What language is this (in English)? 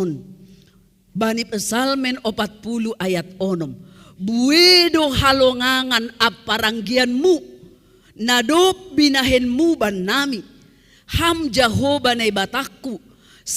Batak Simalungun